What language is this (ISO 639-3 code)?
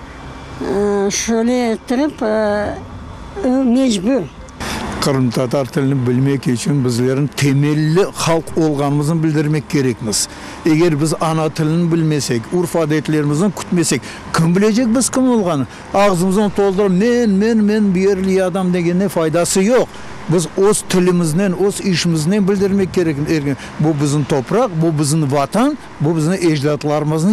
crh